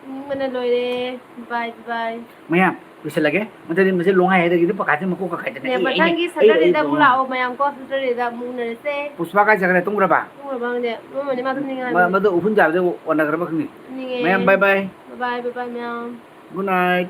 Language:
Manipuri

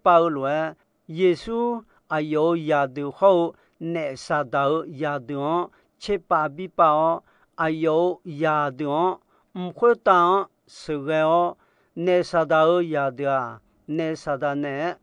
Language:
Akha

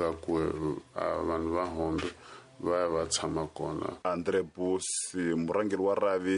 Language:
Tsonga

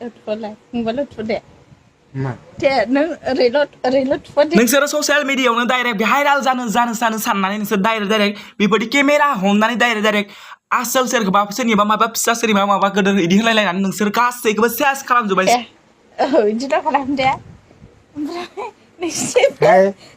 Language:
Bodo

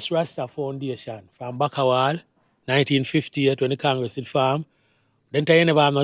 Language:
Jamaican Creole English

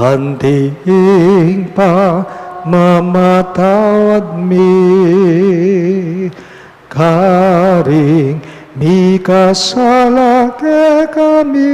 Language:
Pampanga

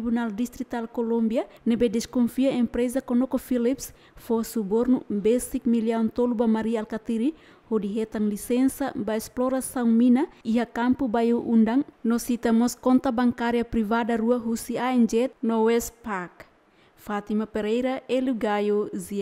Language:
Tetum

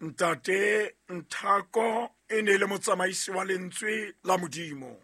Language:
Southern Sotho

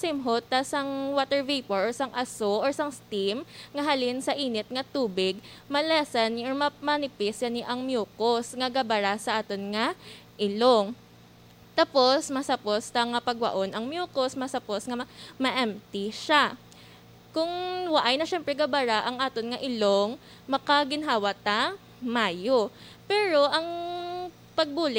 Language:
Hiligaynon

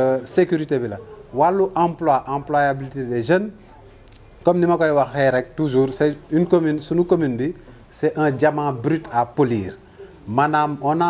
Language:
Wolof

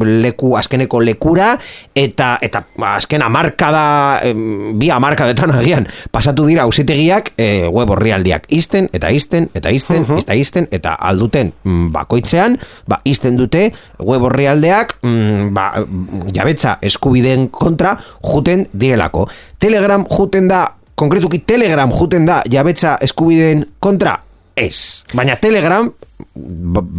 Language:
Basque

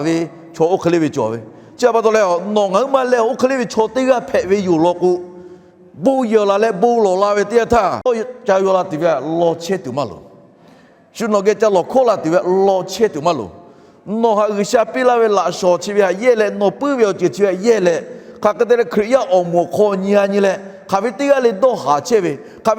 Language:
Lahu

